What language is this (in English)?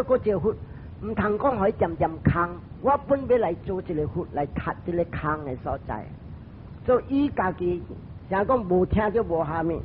Min Nan Chinese